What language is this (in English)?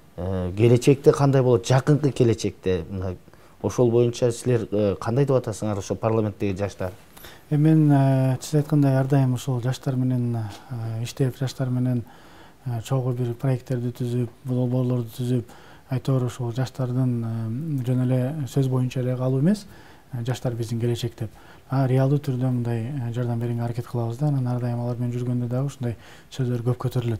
Kyrgyz